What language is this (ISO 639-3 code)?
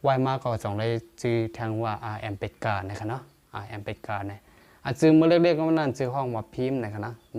shn